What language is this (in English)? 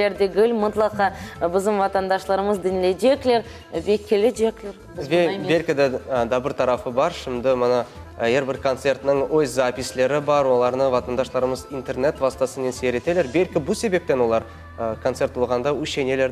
Crimean Tatar